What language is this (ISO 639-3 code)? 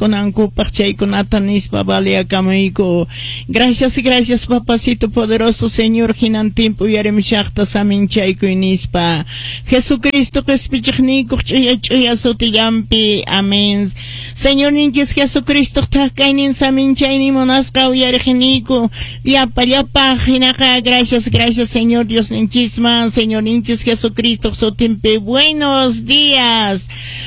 que